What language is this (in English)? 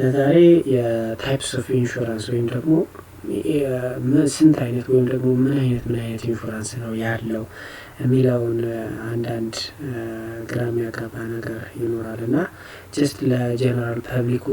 Amharic